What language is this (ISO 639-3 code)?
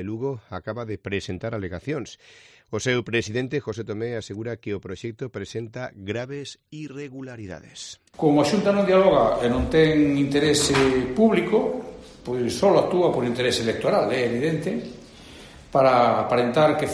glg